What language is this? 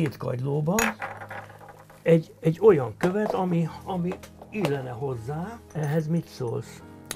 Hungarian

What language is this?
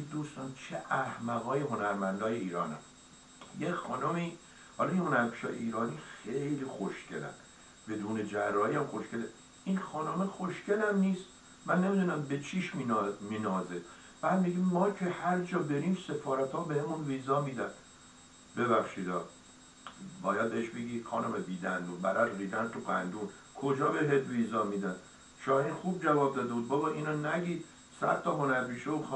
Persian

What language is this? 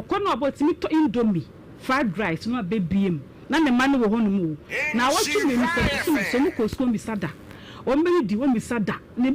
Akan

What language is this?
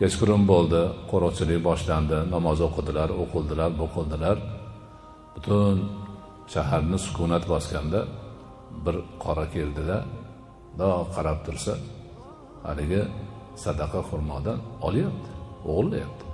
Uzbek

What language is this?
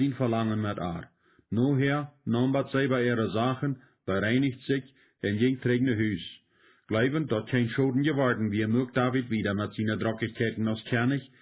Plautdietsch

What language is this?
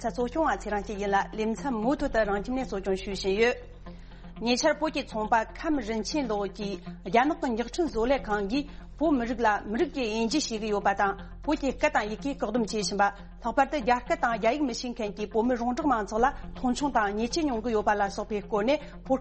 Tibetan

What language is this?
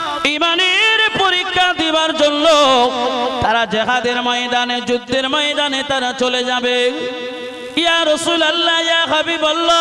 Bangla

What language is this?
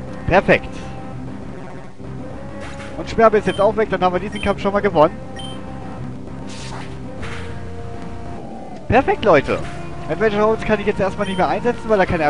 German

